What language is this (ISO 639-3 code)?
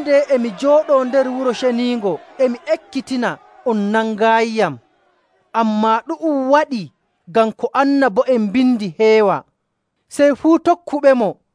fuv